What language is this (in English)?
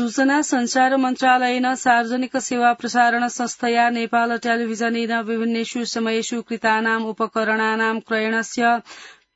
Sanskrit